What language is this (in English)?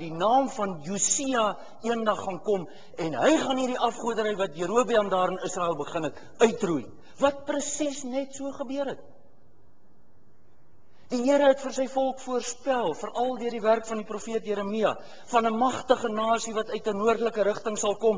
Afrikaans